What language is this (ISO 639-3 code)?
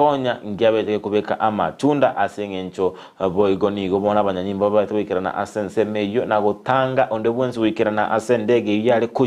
guz